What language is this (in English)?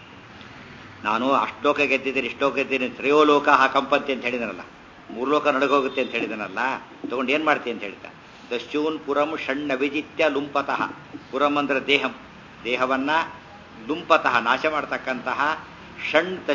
Kannada